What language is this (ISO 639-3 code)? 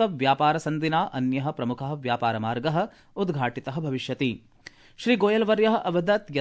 san